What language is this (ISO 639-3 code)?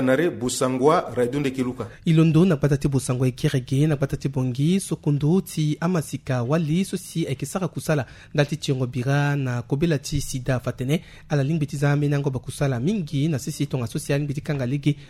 sag